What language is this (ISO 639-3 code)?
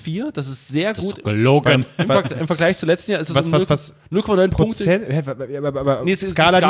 deu